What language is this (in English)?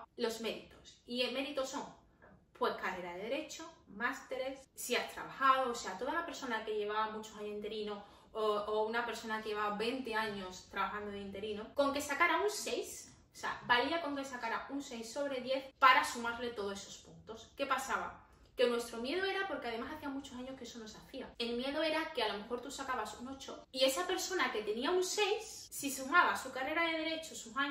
Spanish